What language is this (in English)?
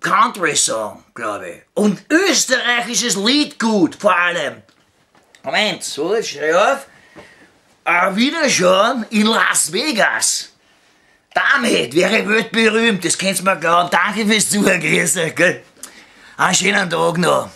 Bavarian